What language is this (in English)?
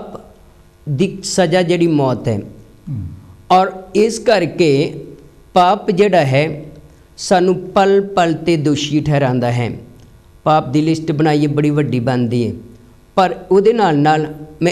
Punjabi